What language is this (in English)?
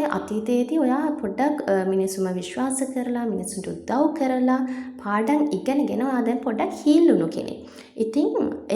Sinhala